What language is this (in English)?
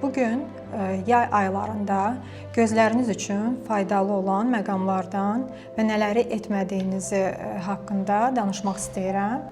Azerbaijani